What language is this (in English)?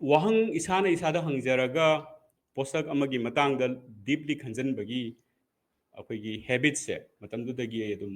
Manipuri